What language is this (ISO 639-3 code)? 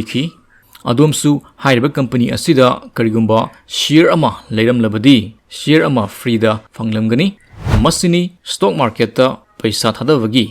mni